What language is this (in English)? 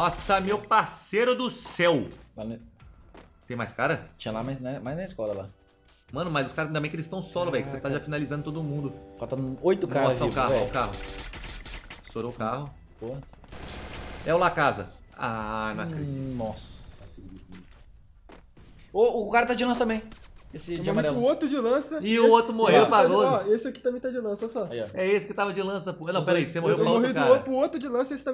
Portuguese